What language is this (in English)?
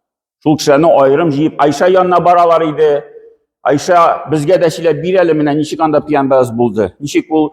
Tatar